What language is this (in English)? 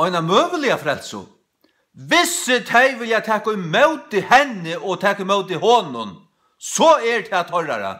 Faroese